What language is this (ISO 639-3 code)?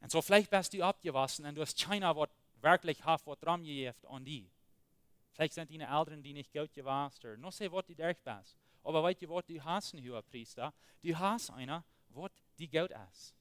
pdt